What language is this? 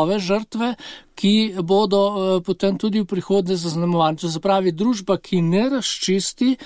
Slovenian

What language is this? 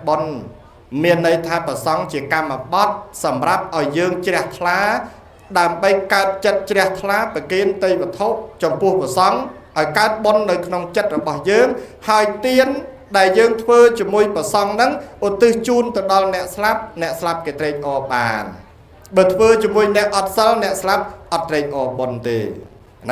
Khmer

